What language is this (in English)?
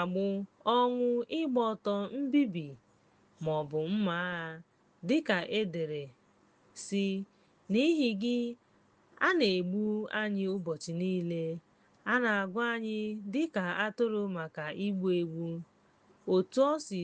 Igbo